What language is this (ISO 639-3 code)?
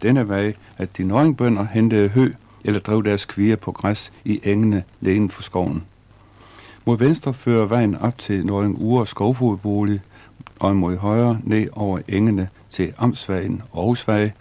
dan